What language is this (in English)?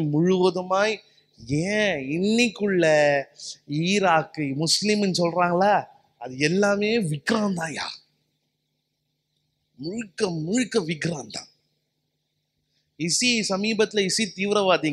Tamil